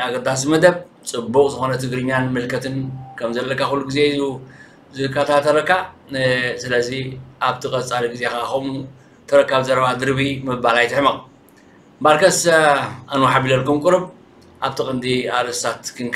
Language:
Tigrinya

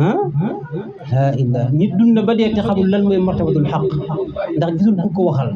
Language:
Wolof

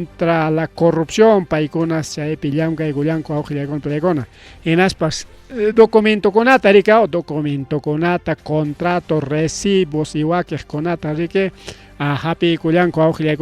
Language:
Ayacucho Quechua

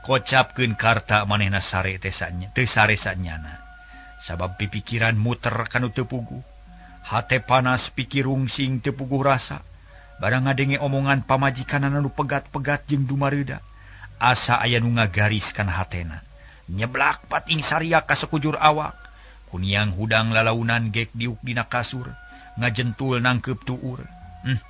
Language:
Sundanese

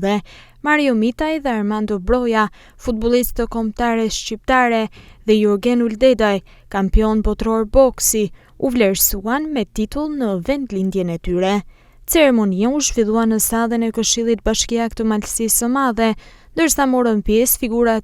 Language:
Albanian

